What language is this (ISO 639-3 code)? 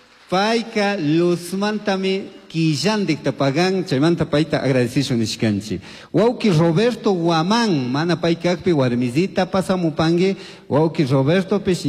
qug